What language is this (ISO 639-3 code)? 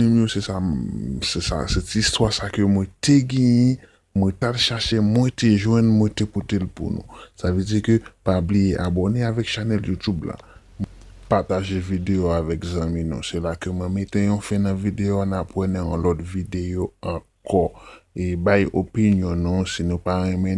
hat